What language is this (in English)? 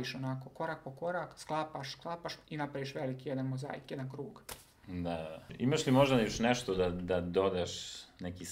Serbian